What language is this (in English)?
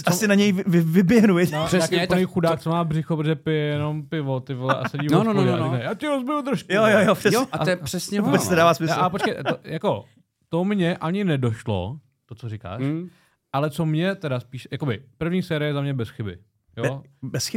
Czech